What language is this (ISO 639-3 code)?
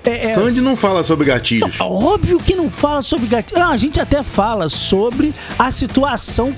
por